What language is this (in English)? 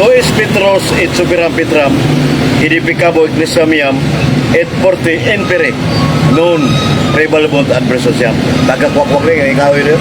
Cebuano